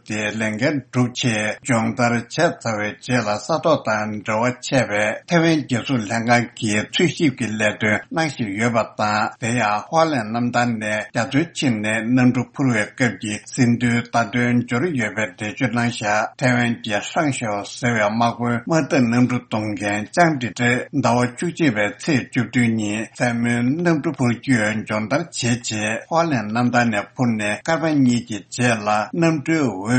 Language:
Tibetan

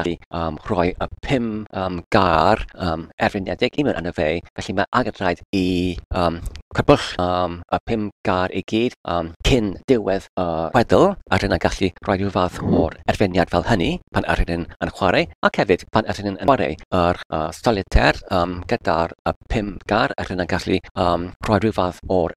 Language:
Welsh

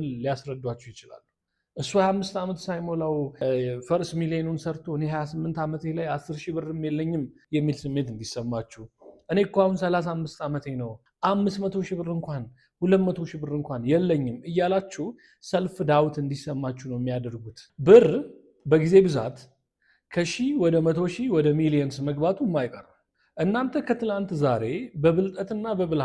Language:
Amharic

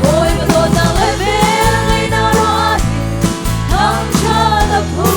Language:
Hakha Chin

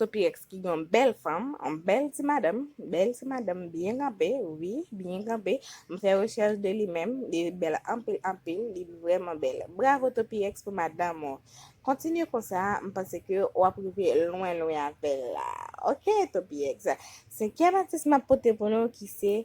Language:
Haitian Creole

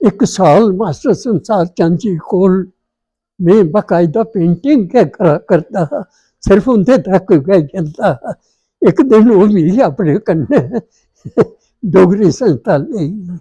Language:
Dogri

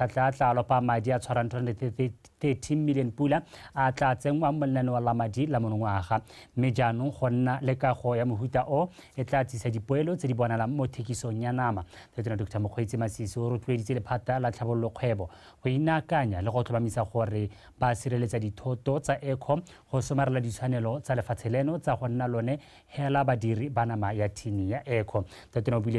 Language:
Tswana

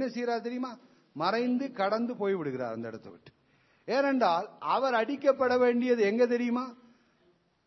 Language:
Tamil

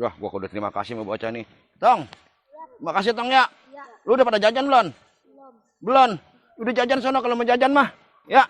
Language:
Betawi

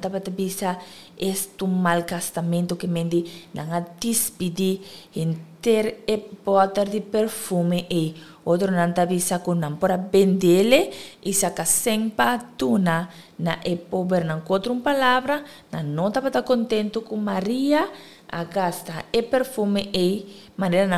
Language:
Papiamento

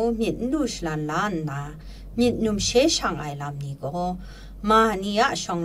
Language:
Kachin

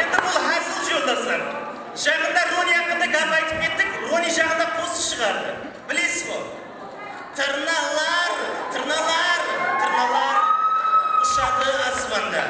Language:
Kara-Kalpak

